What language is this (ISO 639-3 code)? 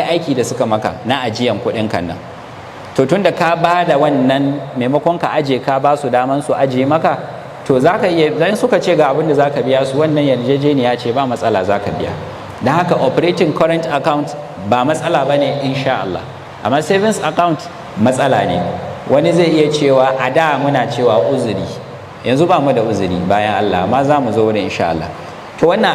hau